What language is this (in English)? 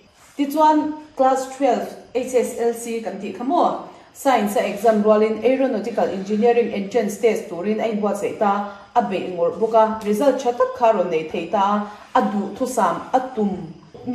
Mizo